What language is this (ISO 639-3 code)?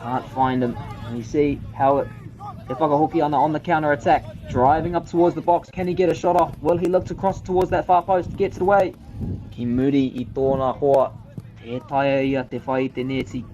mri